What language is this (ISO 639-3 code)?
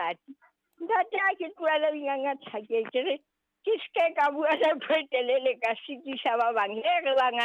sot